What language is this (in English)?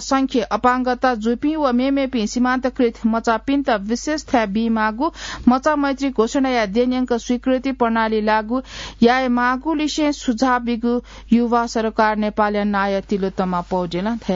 Newari